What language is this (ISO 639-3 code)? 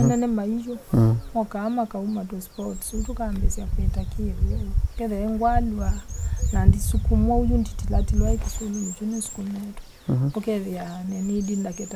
kam